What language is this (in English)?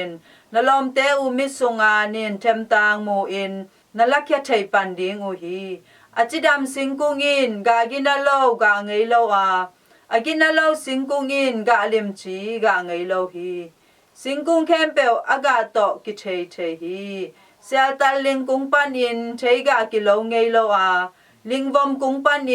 Tedim Chin